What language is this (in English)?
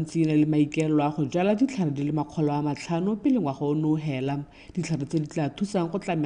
Tswana